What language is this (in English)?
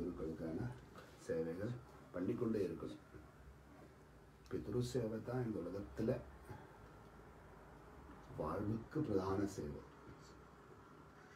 Tamil